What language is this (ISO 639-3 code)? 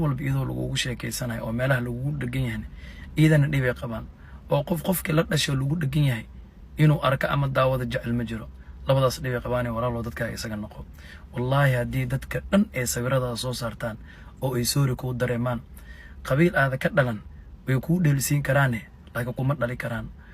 som